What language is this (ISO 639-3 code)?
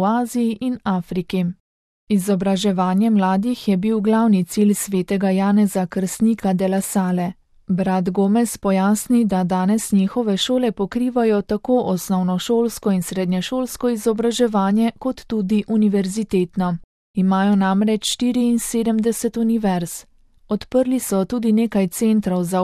slv